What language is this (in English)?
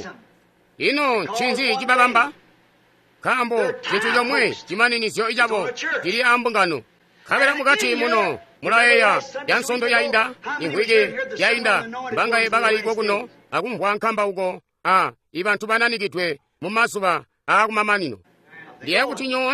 Tonga (Zambia)